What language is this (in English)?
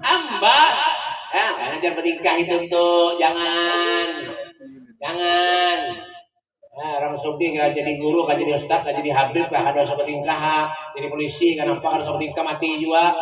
Banjar